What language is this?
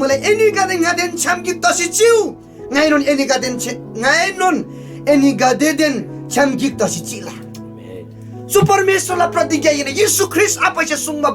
Eastern Tamang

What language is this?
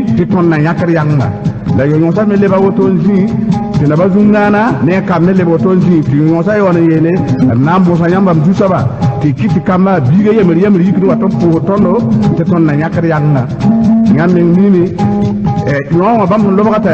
Mossi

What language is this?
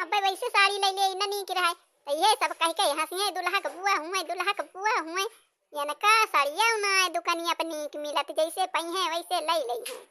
Awadhi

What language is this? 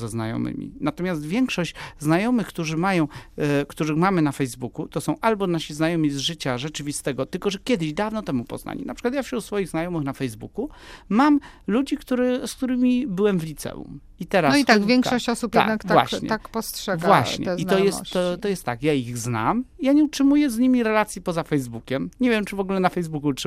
Polish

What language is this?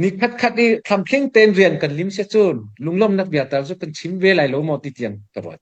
Hakha Chin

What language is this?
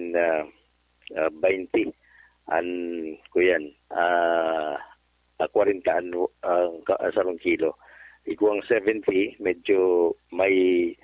Bikol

